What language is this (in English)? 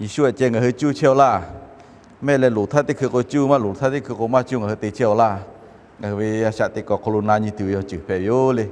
Lahu